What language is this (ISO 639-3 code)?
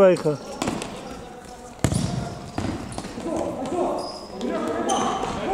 nld